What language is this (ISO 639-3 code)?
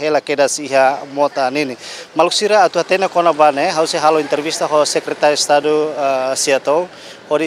tet